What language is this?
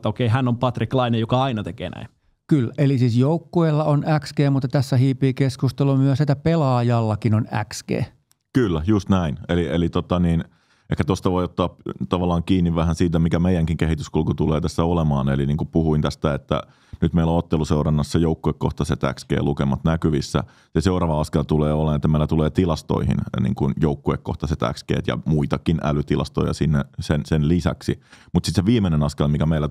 Finnish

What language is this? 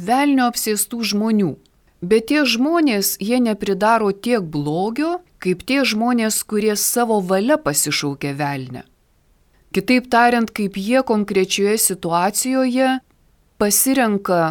Lithuanian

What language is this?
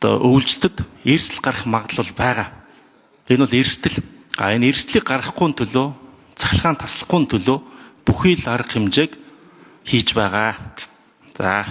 Mongolian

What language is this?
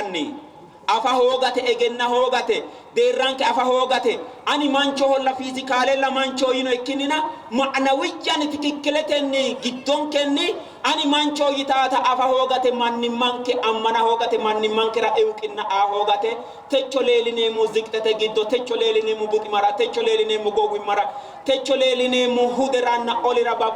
Sidamo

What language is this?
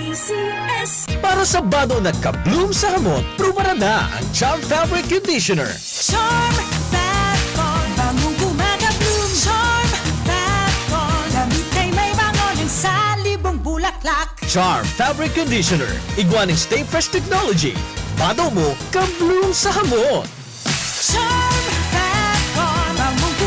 Bikol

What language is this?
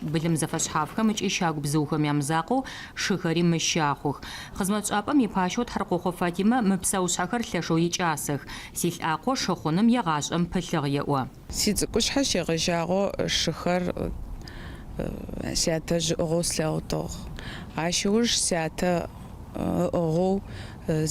Adyghe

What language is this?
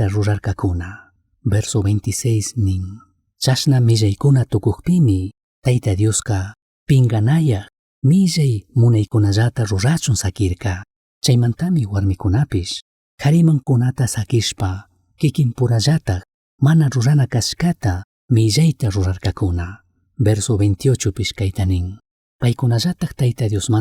Chimborazo Highland Quichua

